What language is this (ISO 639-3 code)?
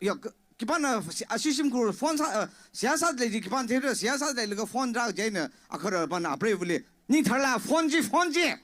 nmf